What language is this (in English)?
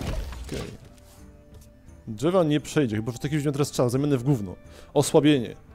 Polish